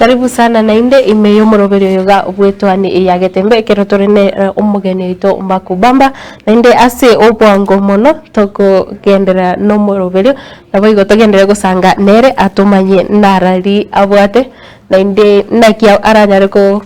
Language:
Gusii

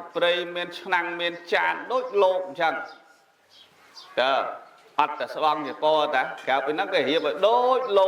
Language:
Khmer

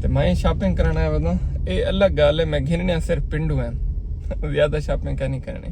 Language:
Saraiki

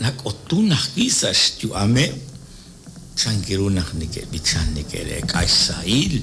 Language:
Kekchí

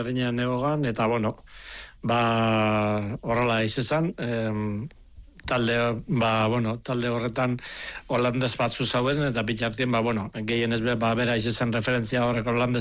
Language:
Basque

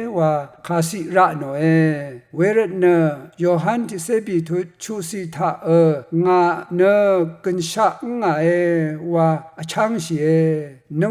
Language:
Rawang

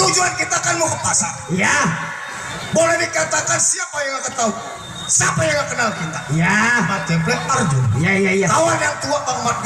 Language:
Betawi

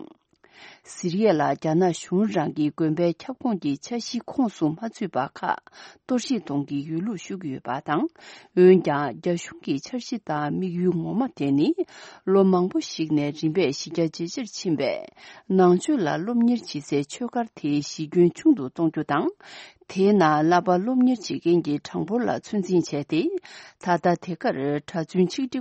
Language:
Tibetan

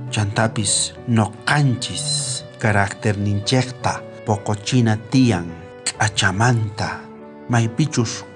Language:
South Bolivian Quechua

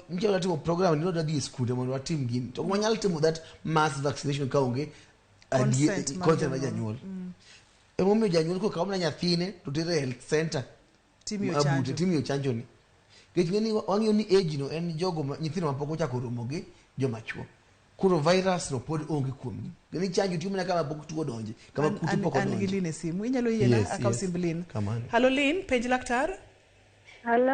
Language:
Luo (Kenya and Tanzania)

